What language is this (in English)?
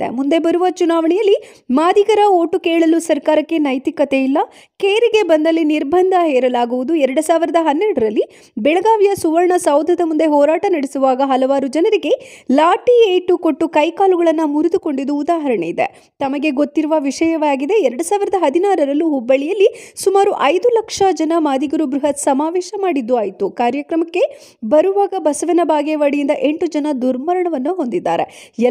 Kannada